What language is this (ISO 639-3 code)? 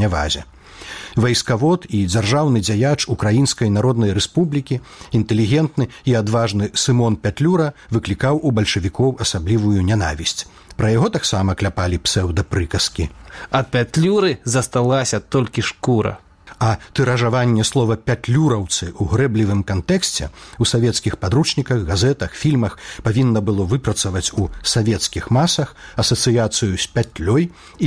bel